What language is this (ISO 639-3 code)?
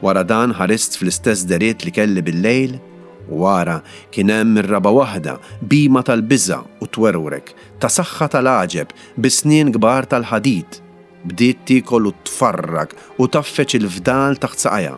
mlt